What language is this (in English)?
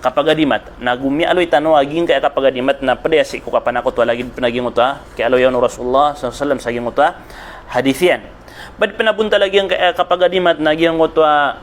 Maranao